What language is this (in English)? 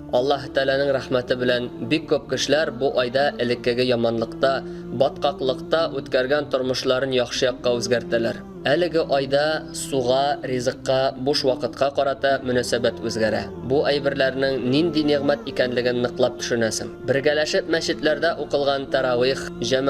Tatar